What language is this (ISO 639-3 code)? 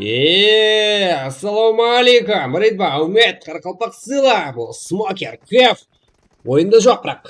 kaa